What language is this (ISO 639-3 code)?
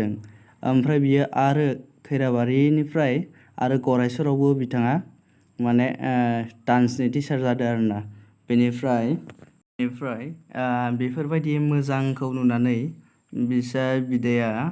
brx